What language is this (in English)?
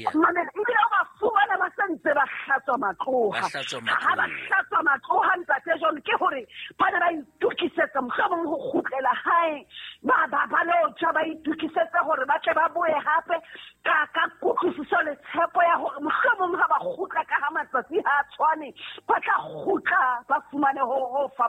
Southern Sotho